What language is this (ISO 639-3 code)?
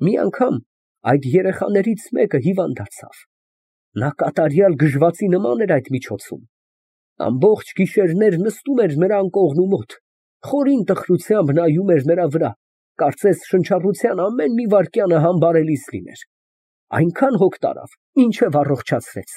hye